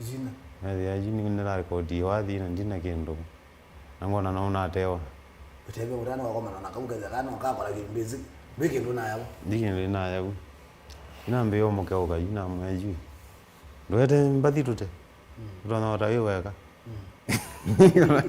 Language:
Kamba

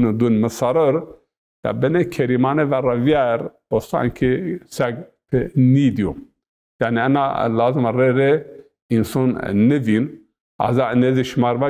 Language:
Zaza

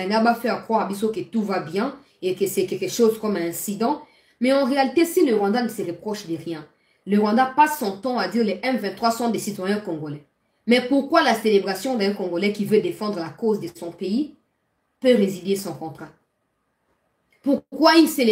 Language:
French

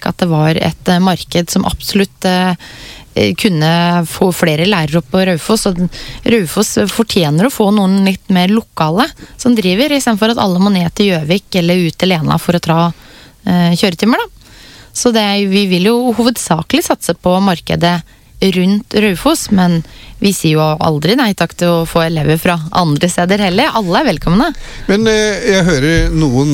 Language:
Norwegian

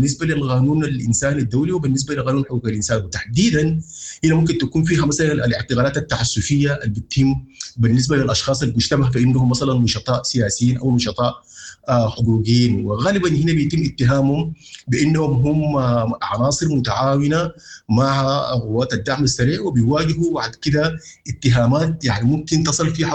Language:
Sudanese Arabic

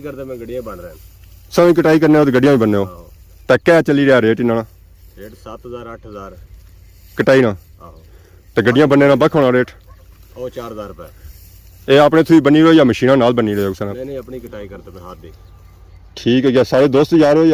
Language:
Pahari-Potwari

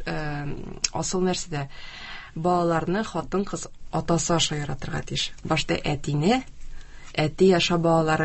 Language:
Tatar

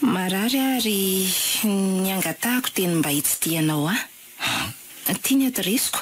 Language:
Malagasy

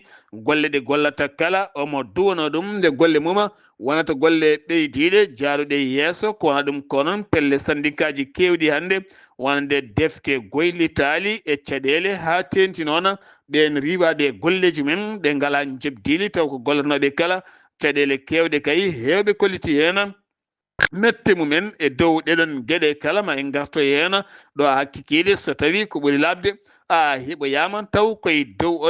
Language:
Fula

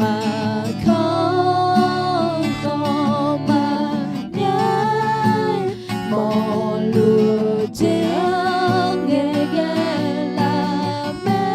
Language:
Akha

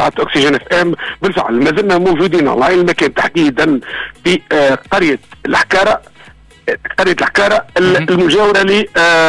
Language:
Tunisian Arabic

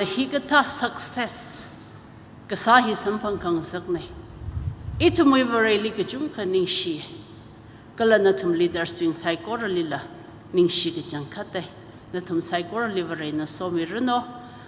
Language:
Tangkhul Naga (India)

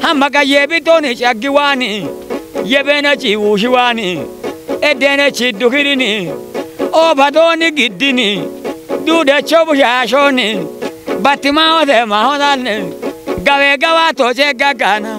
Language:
Kafa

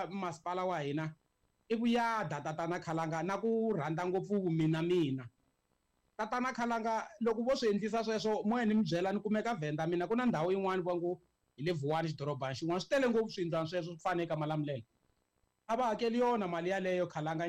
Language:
Tsonga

